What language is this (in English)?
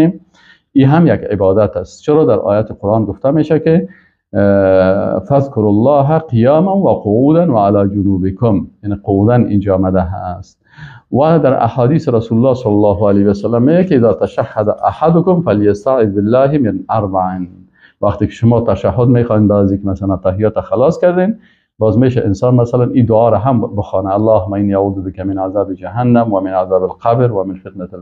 Persian